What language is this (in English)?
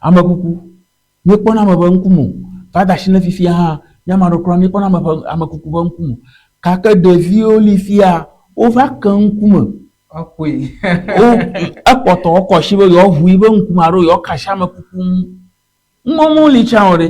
Ewe